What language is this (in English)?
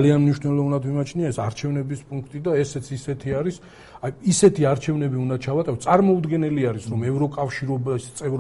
Georgian